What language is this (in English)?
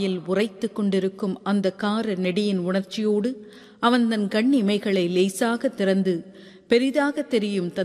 Tamil